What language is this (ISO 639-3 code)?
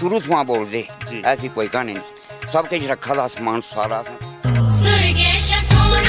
doi